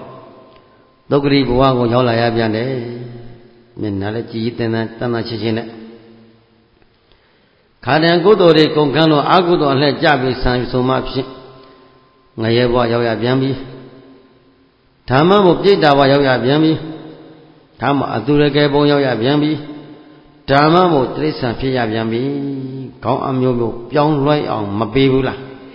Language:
Burmese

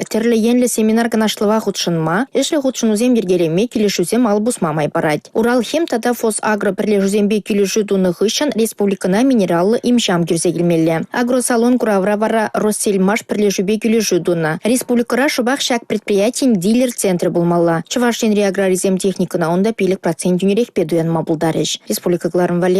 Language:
Chuvash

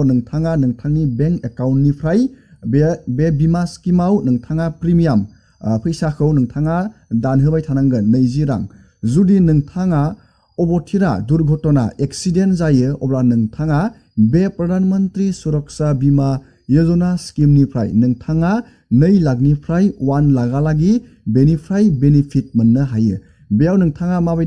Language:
Bodo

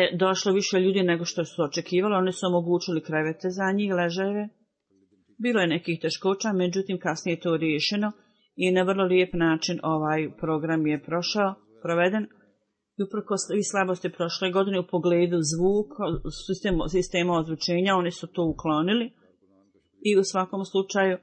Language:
Bosnian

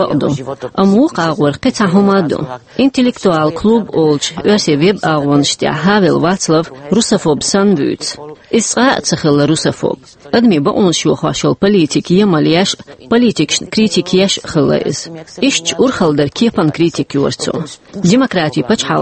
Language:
Chechen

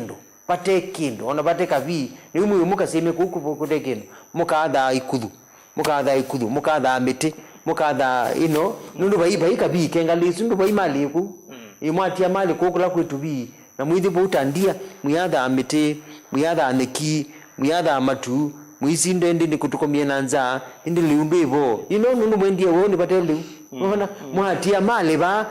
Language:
Kamba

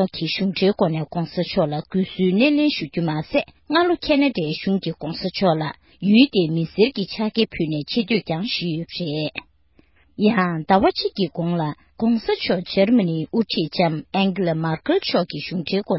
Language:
Tibetan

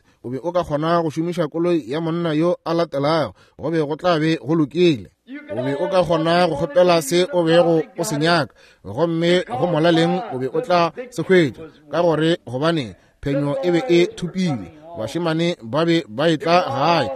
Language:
Northern Sotho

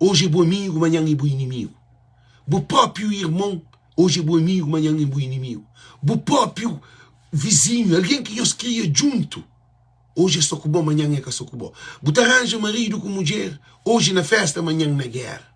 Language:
Kabuverdianu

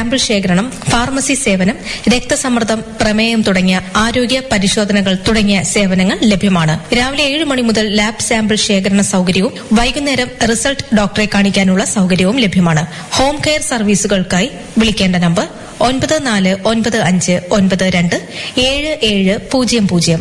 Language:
Malayalam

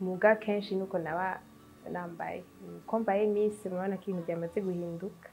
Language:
Rundi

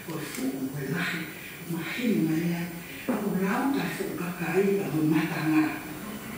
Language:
Tongan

